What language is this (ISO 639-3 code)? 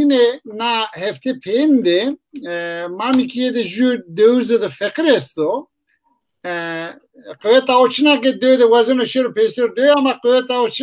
zza